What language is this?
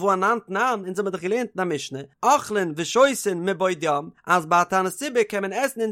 Yiddish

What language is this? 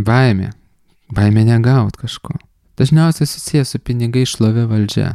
Lithuanian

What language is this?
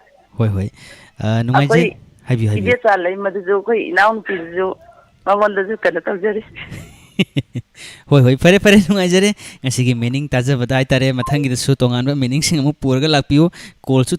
Manipuri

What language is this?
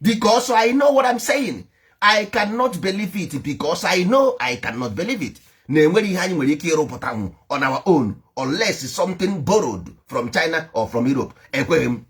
Igbo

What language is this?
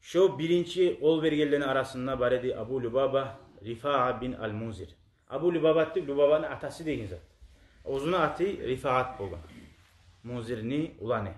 Kumyk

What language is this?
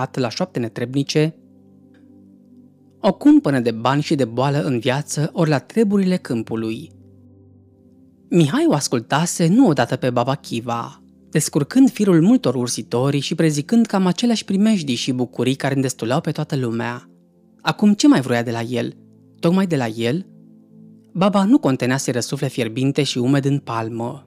Romanian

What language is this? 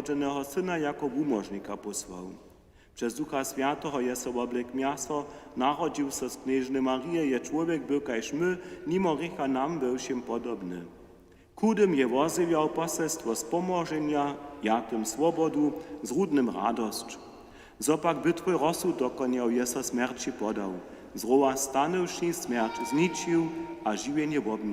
Upper Sorbian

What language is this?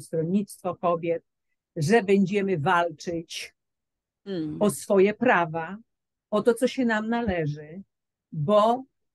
Polish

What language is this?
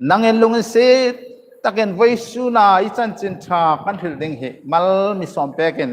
Hmar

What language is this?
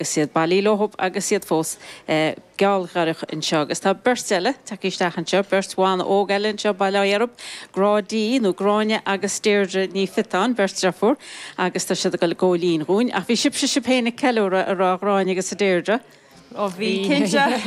Irish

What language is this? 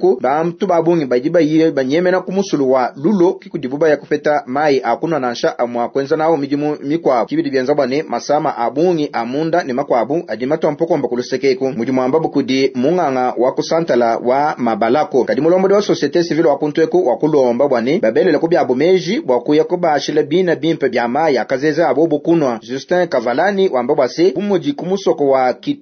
Luba-Lulua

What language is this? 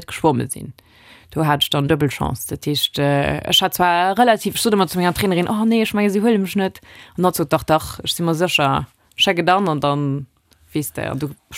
Luxembourgish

